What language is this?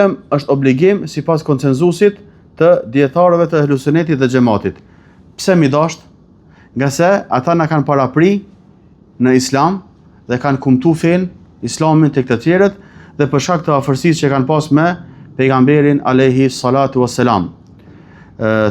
Albanian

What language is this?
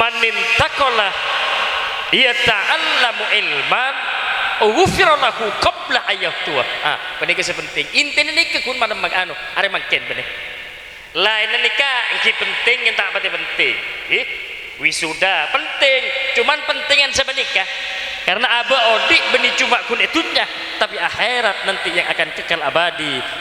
Madurese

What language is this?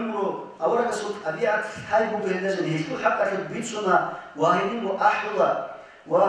Avaric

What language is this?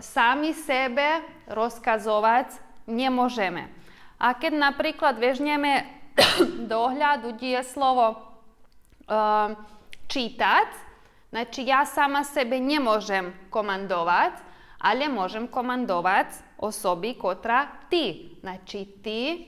Rusyn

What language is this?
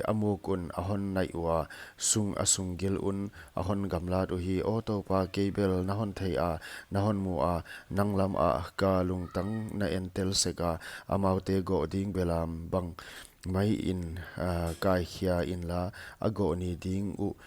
Paite Chin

